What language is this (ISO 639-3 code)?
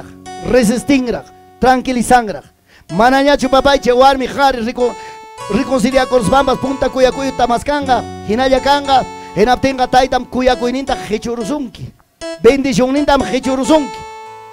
quy